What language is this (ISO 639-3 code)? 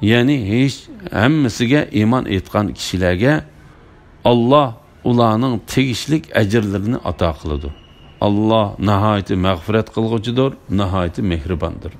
uig